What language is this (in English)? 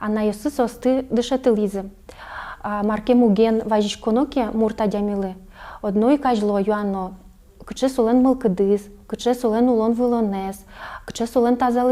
Udmurt